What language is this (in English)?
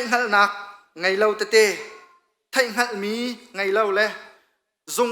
Hakha Chin